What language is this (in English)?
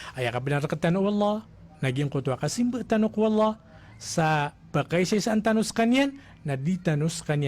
Maranao